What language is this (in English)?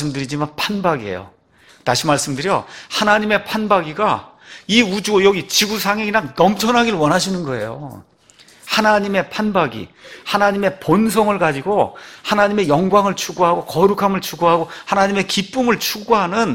Korean